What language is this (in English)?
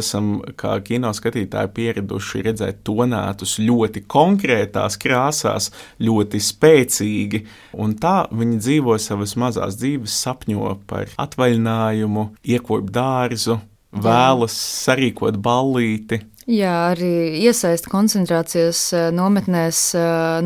Latvian